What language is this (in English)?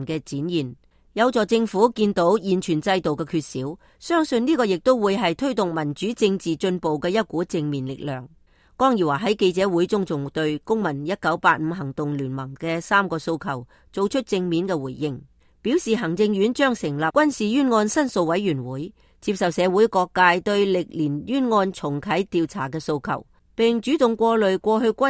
Cantonese